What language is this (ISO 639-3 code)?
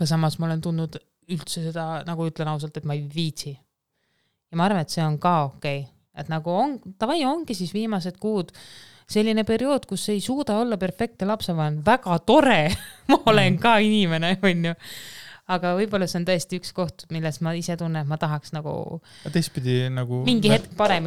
est